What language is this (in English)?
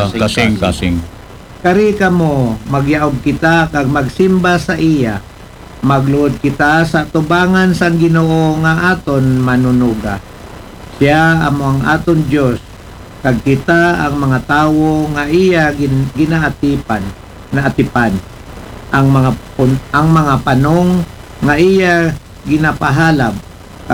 Aklanon